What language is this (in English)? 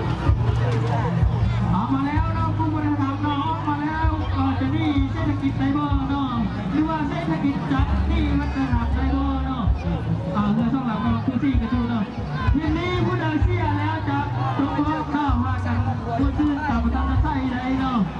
Lao